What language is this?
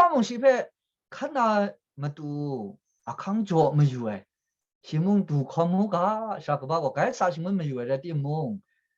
Kachin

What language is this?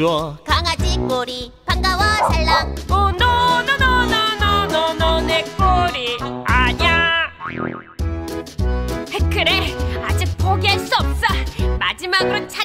Korean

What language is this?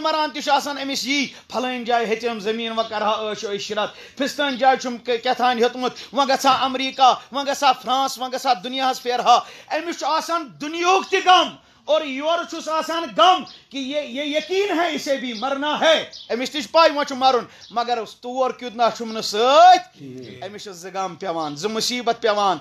Kashmiri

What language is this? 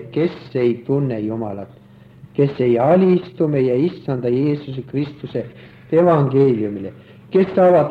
Estonian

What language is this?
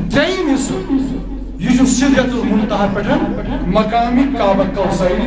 Kashmiri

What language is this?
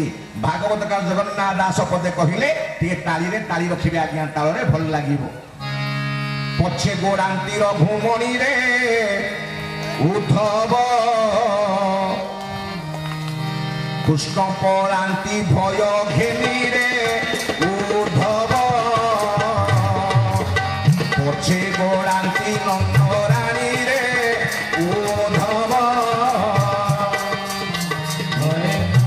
Odia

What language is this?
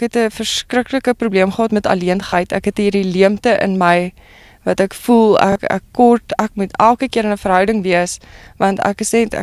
Afrikaans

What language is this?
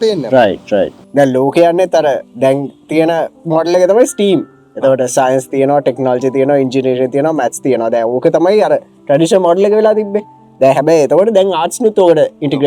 Sinhala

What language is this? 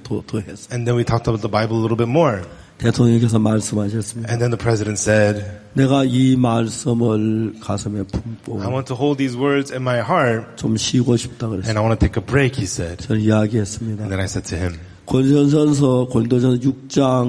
Korean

